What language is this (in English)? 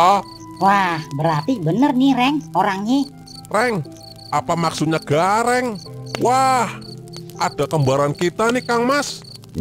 Betawi